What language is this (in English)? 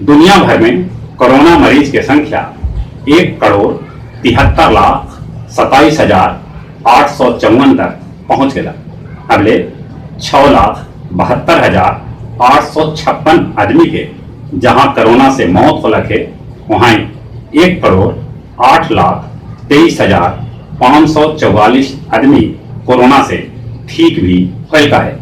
Magahi